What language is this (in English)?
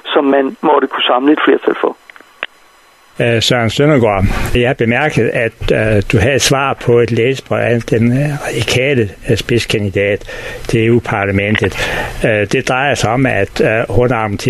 Danish